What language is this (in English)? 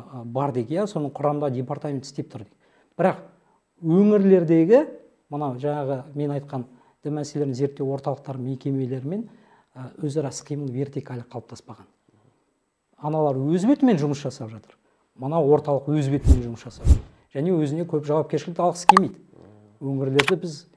Kazakh